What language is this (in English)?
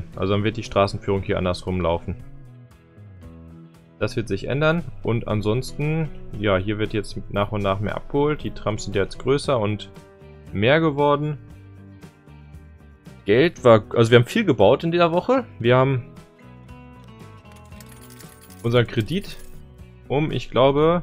German